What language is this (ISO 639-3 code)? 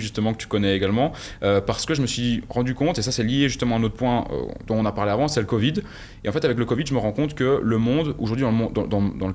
fra